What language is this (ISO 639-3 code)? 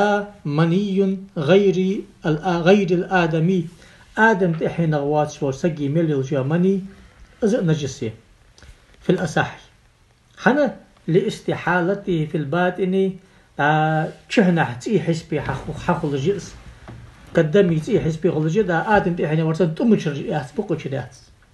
inh